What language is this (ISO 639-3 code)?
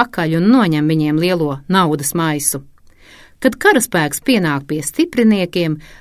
lav